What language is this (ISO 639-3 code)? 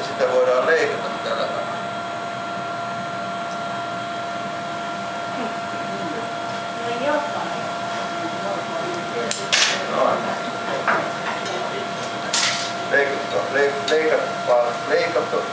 fin